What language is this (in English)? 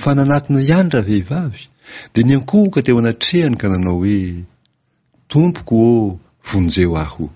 Malagasy